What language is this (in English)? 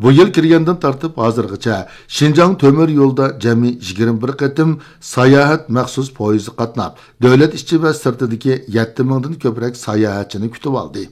Uyghur